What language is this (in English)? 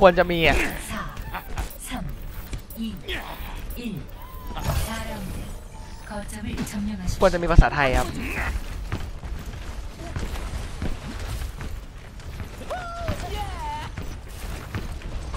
Thai